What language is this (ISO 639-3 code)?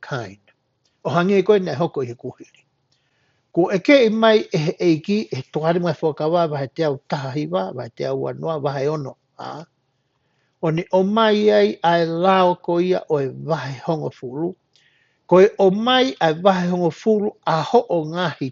ton